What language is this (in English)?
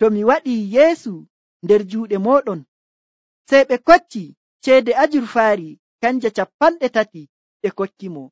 Nigerian Fulfulde